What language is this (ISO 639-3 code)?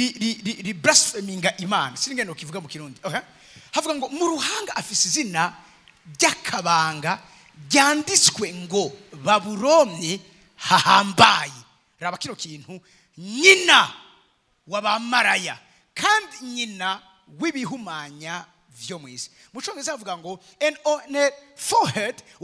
run